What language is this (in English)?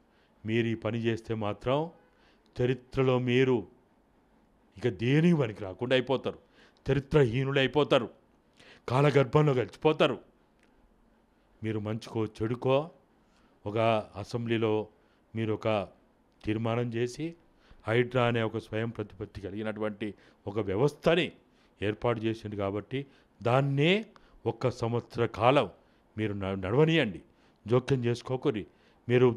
Telugu